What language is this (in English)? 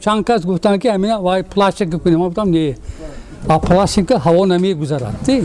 Tajik